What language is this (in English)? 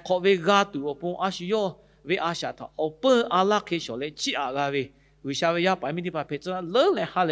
Lahu